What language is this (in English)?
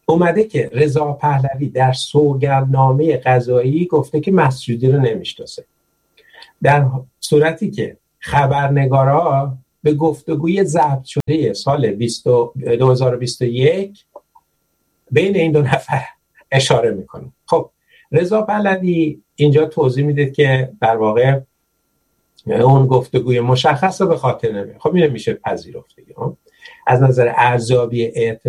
Persian